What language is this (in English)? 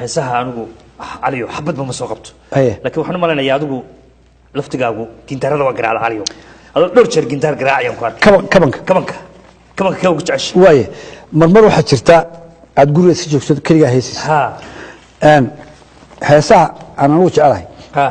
Somali